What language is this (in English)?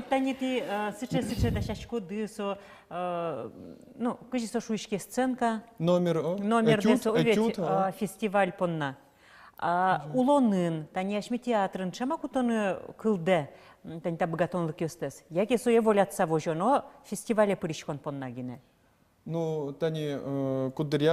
Udmurt